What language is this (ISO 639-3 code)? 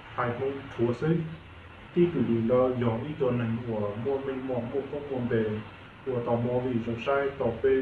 hmn